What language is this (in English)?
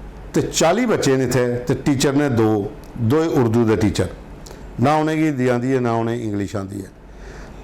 Dogri